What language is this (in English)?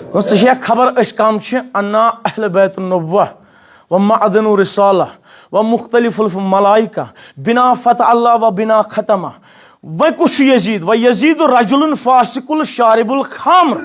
Kashmiri